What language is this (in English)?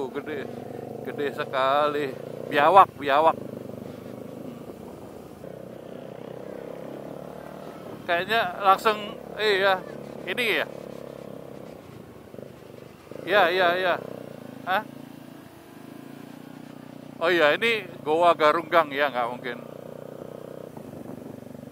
Indonesian